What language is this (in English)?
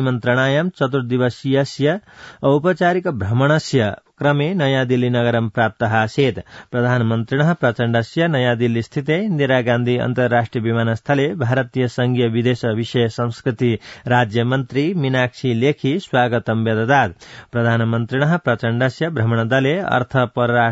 Sanskrit